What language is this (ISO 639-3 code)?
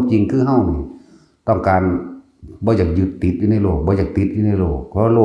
tts